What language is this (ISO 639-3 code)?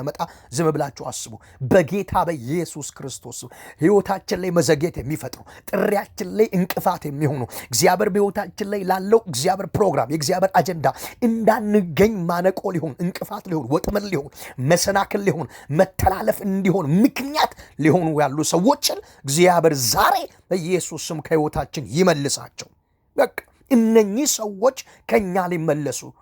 amh